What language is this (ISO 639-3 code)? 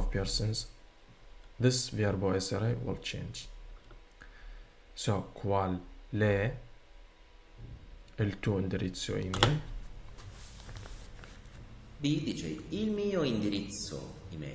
ita